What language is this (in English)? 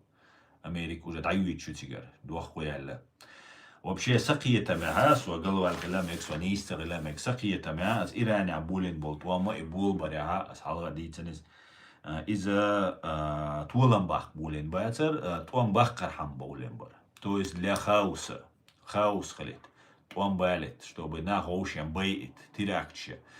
Chechen